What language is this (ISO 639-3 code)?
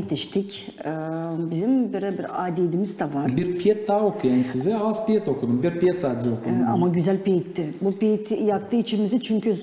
gag